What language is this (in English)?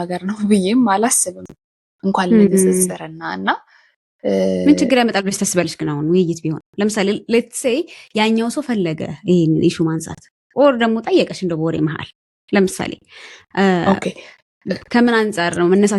Amharic